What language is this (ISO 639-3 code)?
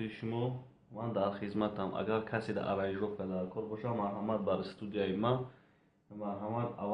tgk